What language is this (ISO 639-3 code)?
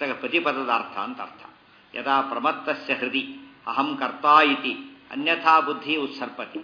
kan